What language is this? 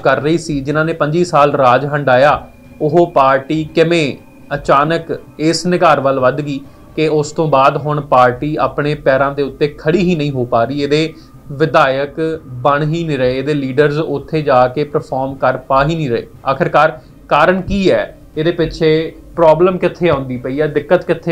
Punjabi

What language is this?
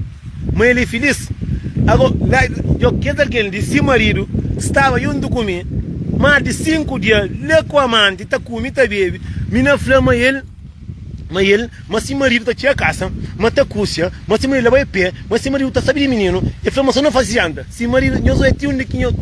Kabuverdianu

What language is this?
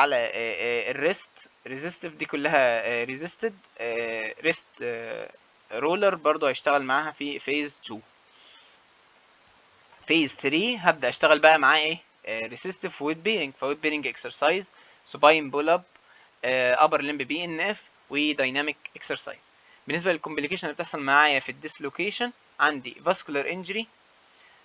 Egyptian Arabic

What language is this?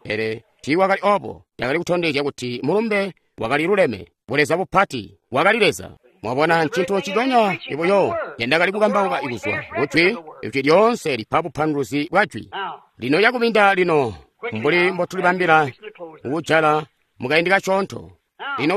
Tonga (Zambia)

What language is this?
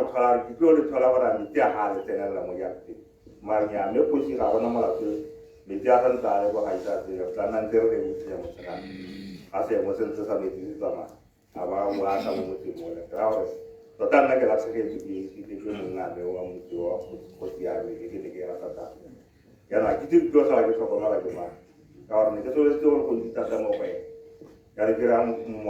Tswana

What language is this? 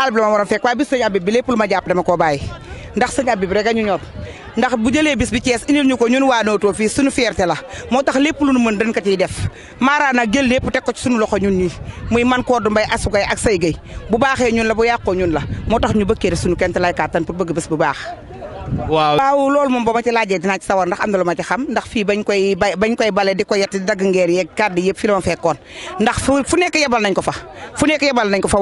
Wolof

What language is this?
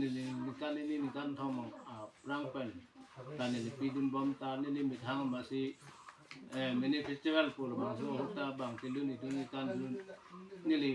Karbi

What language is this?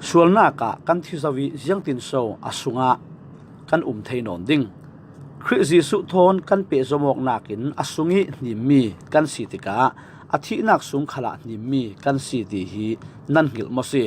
Falam Chin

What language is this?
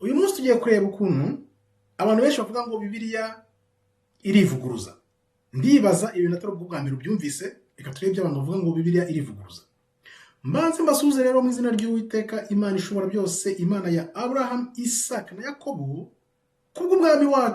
Kinyarwanda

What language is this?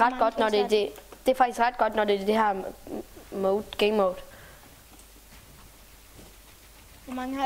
Danish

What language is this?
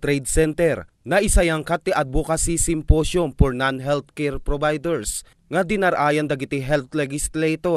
Iloko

